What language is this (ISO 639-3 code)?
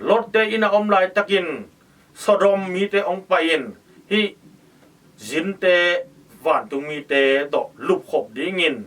ctd